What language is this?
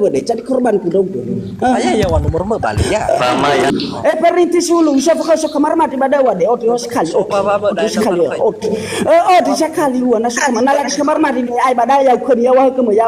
Nias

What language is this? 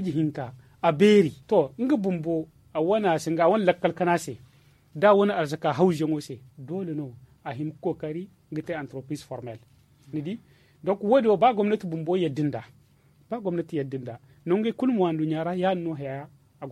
Zarma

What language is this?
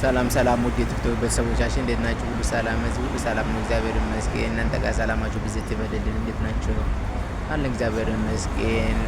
Amharic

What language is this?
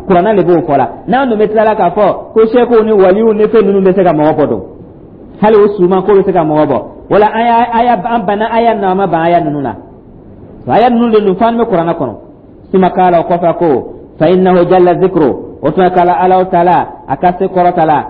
Dyula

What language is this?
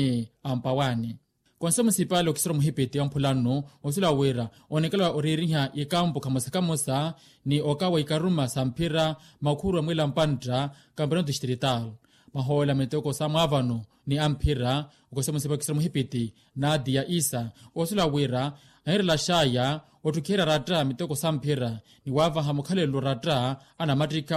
Makhuwa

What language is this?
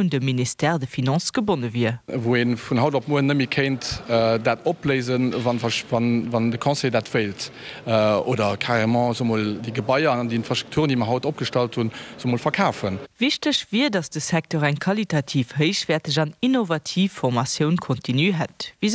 Luxembourgish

